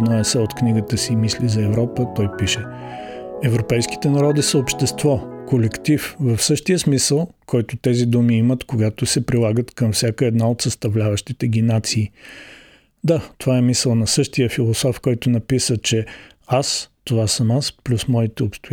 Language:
Bulgarian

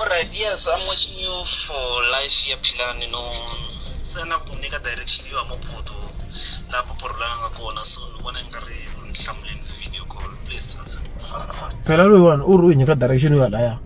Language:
Tsonga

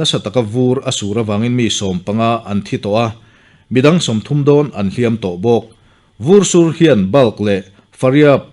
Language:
Mizo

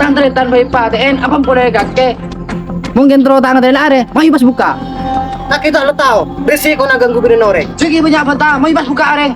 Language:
Madurese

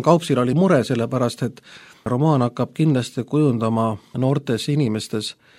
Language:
Estonian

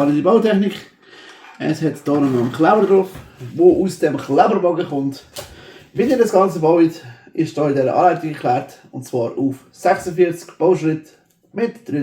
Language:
Swiss German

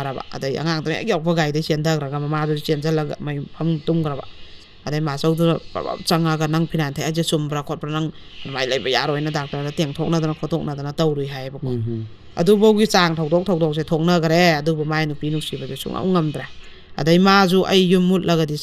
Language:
Manipuri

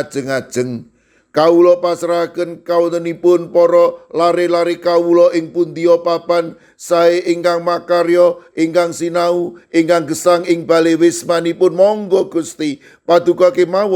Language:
Javanese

